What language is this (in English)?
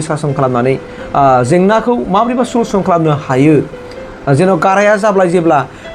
Bodo